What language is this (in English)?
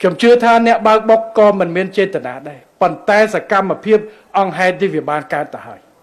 Khmer